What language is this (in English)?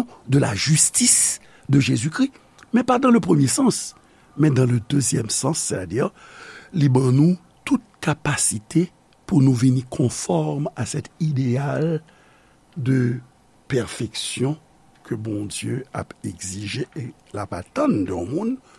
Haitian Creole